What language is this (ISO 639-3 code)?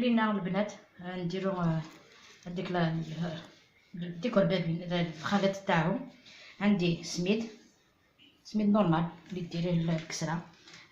arq